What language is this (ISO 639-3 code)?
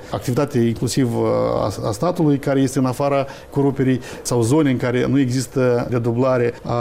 ron